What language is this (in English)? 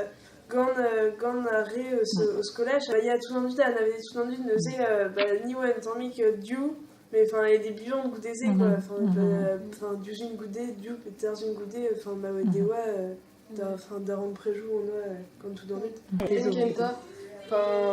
Breton